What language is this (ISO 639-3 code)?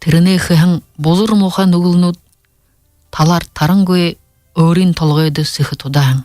bua